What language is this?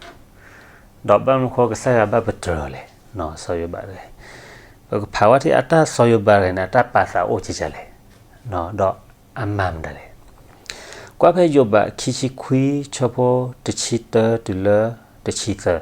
S'gaw Karen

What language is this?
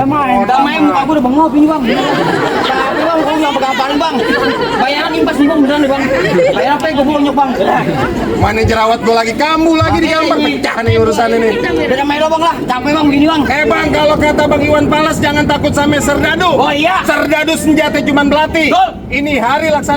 Betawi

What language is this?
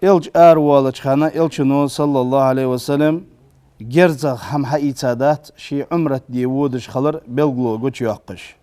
Ingush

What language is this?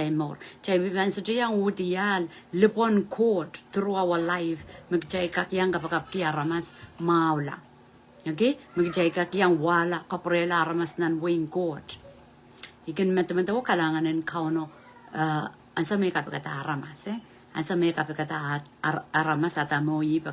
Pohnpeian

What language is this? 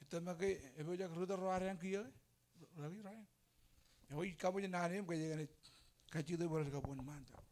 Marshallese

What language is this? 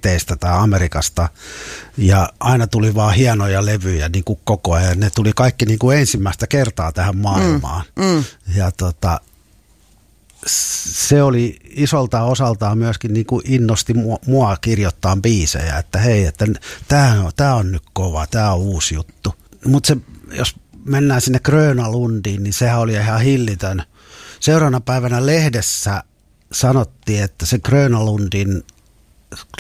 Finnish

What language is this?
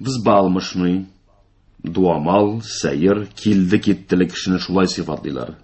Tatar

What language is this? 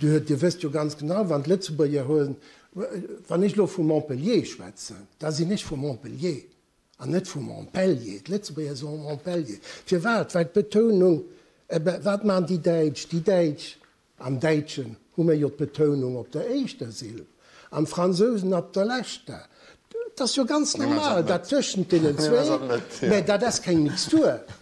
Luxembourgish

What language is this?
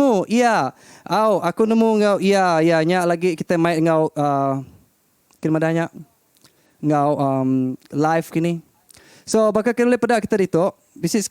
Iban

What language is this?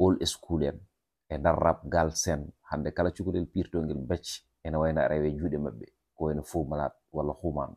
Fula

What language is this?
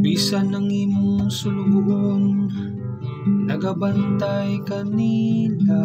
Cebuano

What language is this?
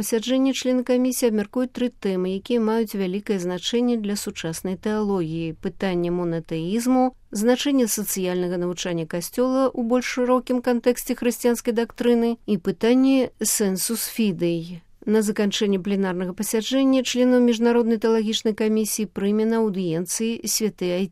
Belarusian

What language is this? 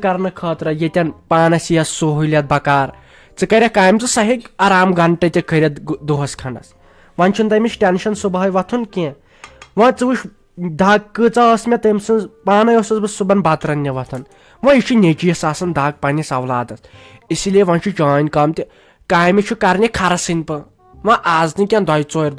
Kashmiri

